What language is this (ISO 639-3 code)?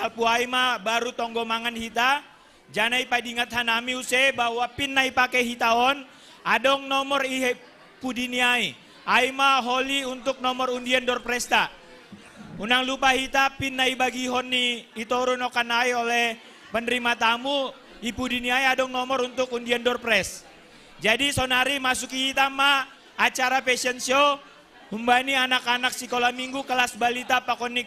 bts